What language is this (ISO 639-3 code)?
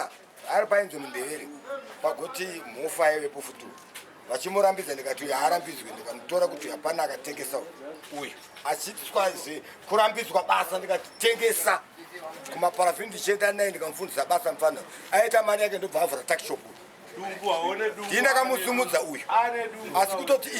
sna